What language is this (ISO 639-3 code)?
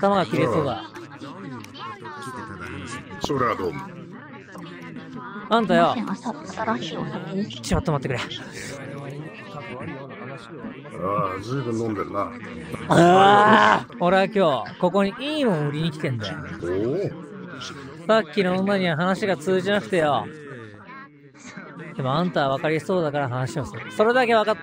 jpn